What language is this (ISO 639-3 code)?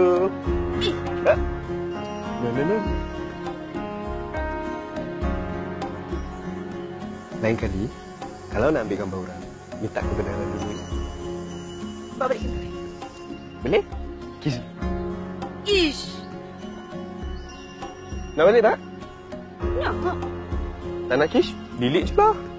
msa